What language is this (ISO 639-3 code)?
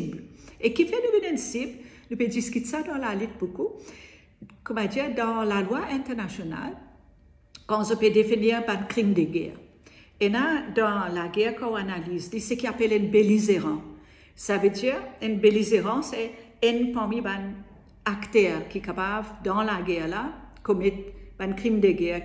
mfe